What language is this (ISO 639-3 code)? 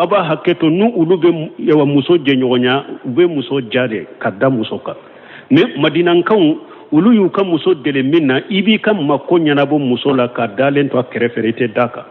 bam